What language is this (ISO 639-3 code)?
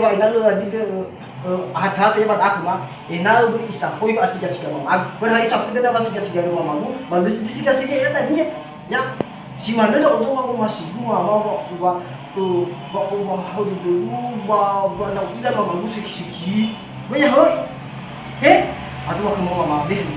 nia